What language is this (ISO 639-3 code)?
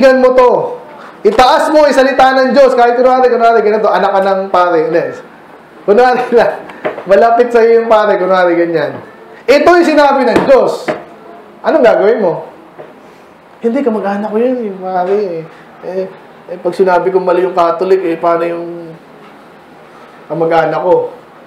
fil